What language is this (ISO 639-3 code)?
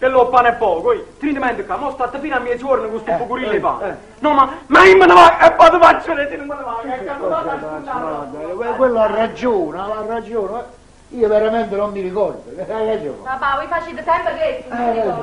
nap